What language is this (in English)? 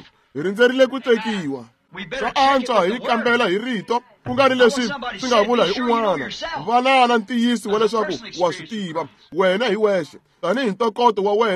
Tsonga